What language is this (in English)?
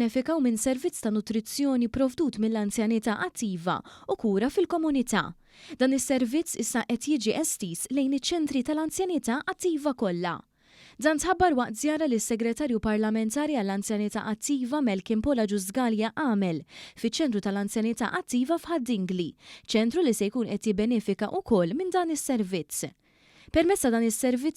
Maltese